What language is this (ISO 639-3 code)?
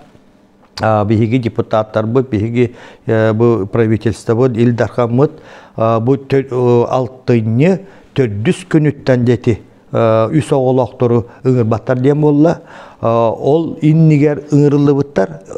sah